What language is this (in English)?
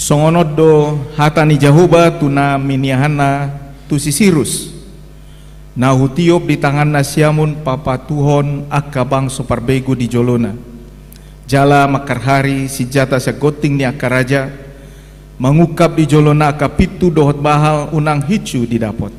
Batak Toba